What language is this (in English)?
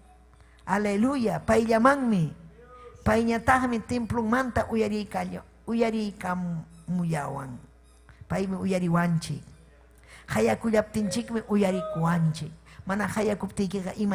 Ayacucho Quechua